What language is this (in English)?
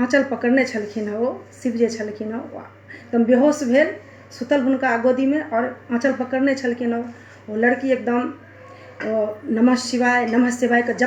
Maithili